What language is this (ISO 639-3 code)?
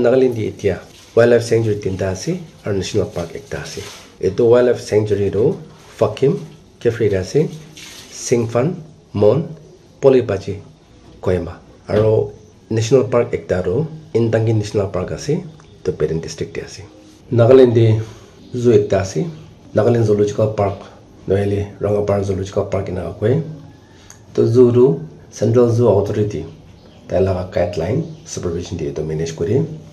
nag